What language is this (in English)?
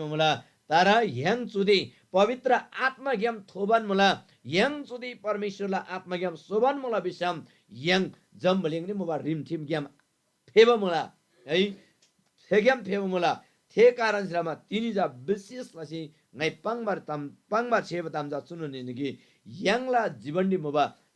Eastern Tamang